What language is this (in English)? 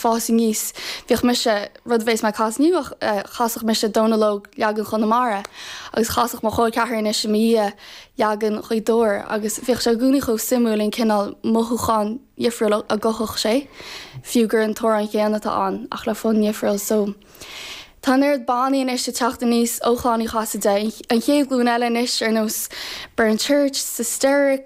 Irish